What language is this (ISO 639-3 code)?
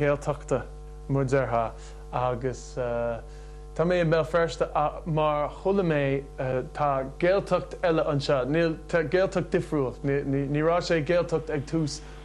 gle